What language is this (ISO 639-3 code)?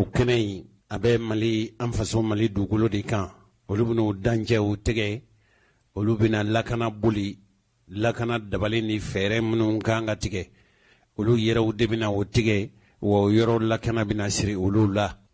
bam